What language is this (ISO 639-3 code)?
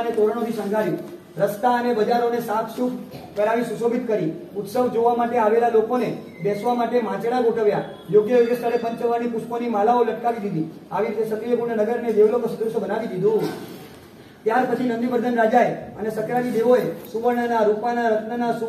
guj